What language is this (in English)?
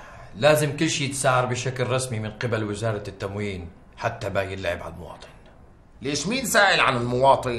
North Levantine Arabic